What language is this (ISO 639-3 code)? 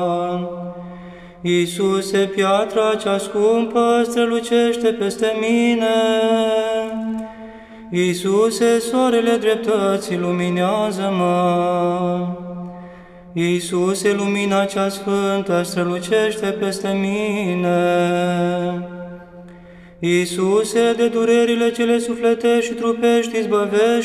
ron